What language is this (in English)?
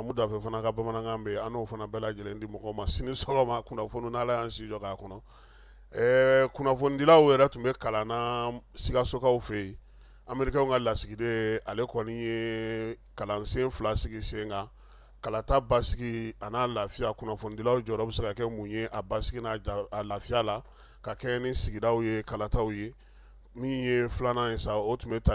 Bambara